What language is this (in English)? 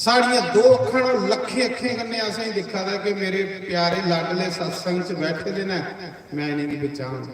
Dogri